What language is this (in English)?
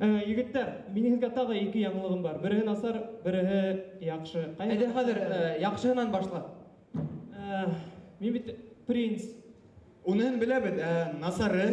Bashkir